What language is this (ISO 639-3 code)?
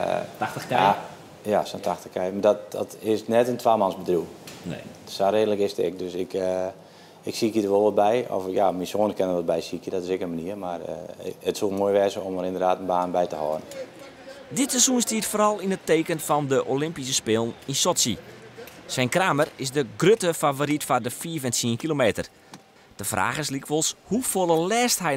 fry